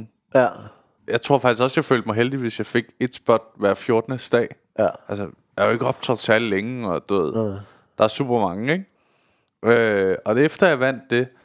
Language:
Danish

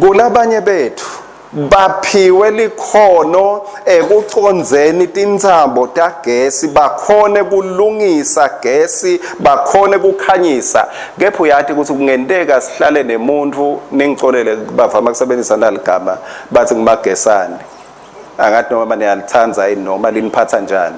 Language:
Swati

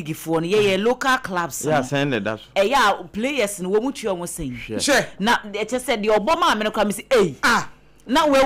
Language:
Akan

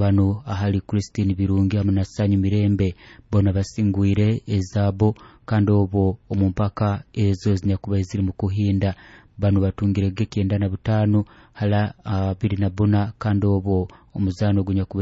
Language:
Nyoro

